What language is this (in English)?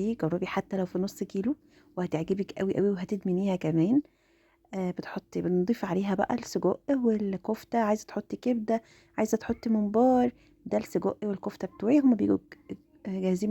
Egyptian Arabic